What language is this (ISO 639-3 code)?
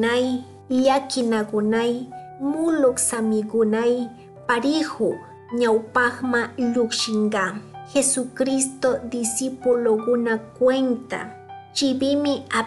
qug